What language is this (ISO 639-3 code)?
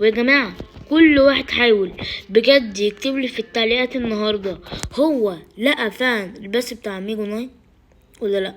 arz